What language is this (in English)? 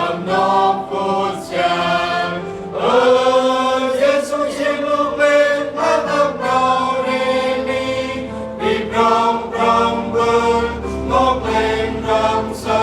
Central Mnong